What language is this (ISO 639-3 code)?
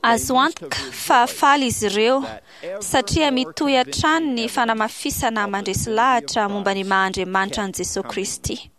mlg